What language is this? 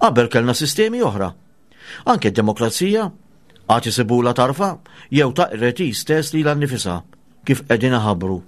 Maltese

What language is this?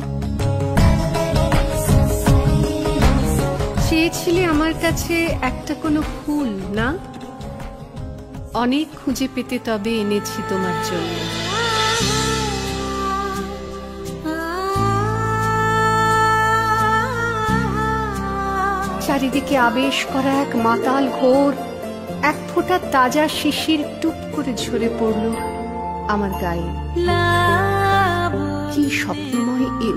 Bangla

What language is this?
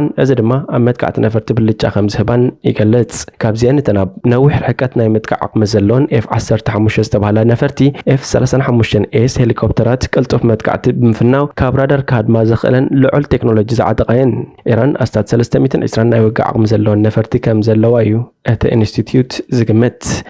Tigrinya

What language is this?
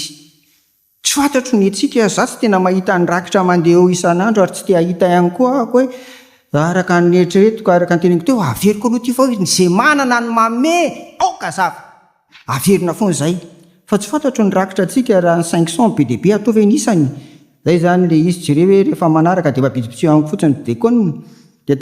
Malagasy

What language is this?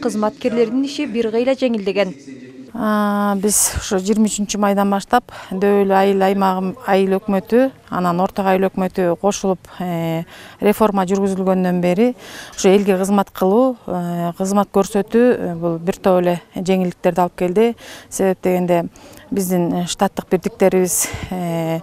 Kyrgyz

